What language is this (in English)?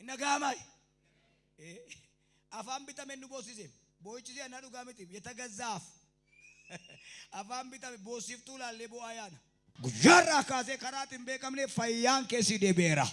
Oromo